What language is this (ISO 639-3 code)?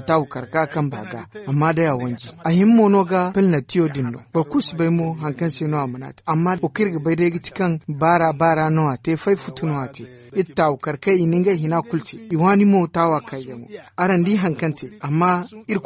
dje